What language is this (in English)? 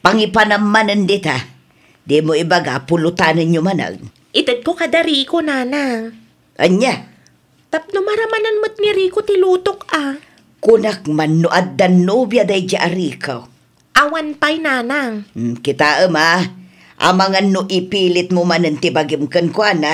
Iloko